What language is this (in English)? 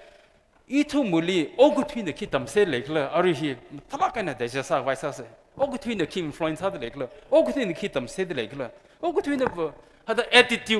Tangkhul Naga (India)